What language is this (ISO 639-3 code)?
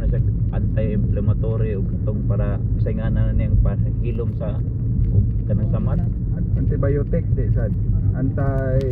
ceb